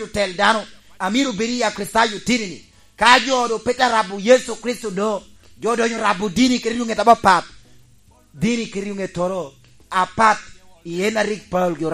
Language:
Lango (Uganda)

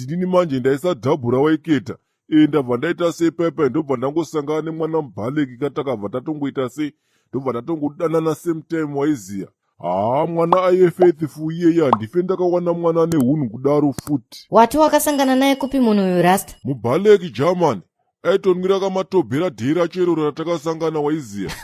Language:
Shona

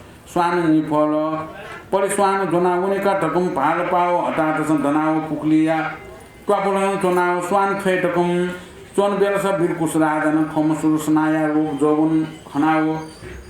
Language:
Newari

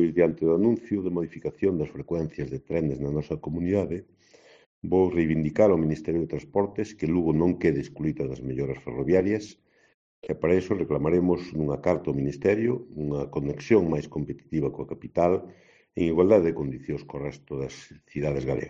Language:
Galician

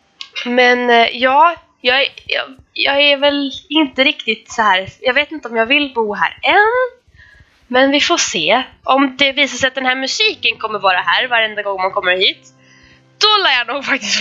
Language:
Swedish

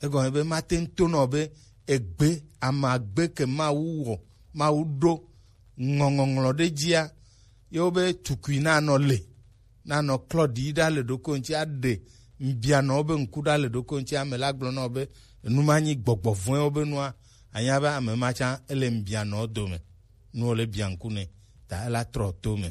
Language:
Gen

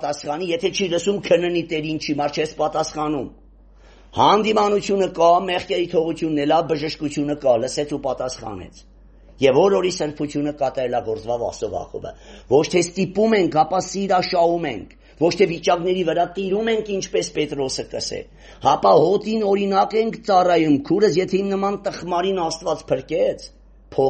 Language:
Armenian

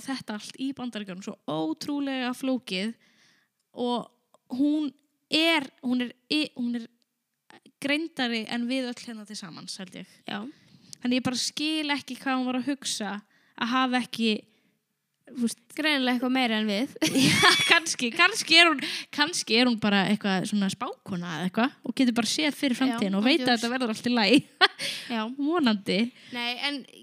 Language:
Icelandic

